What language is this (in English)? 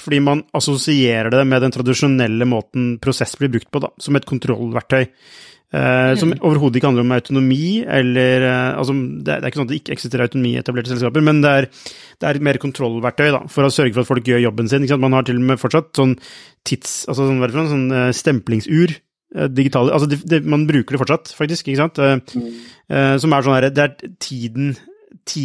Norwegian